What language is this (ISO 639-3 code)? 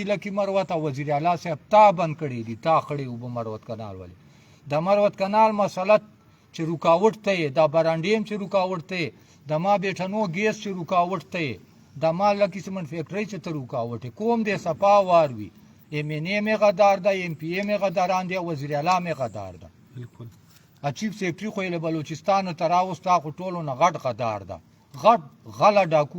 pus